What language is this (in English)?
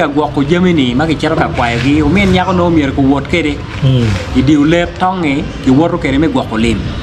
Acoli